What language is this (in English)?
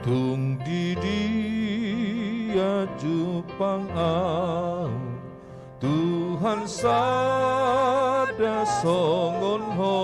Batak Toba